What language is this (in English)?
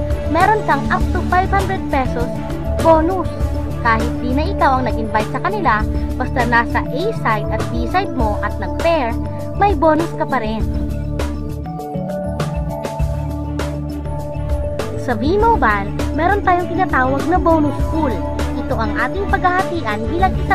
Filipino